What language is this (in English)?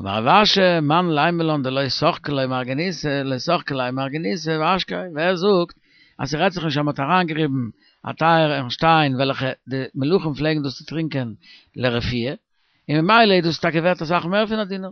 Yiddish